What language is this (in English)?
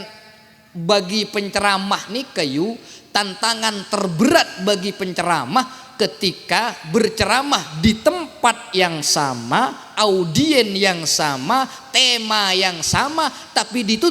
Madurese